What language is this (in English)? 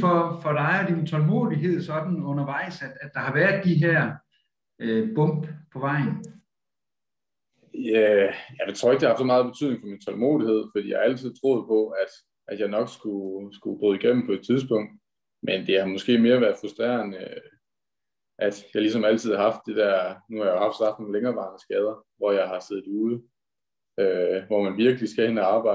Danish